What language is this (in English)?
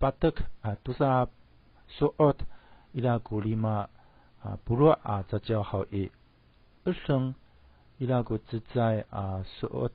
Amis